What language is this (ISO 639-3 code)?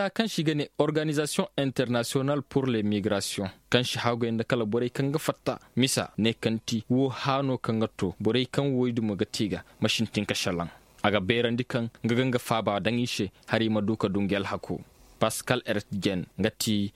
ses